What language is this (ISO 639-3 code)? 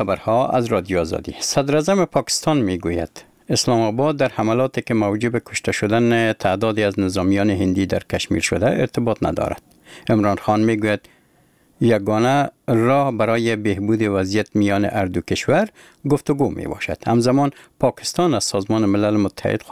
fas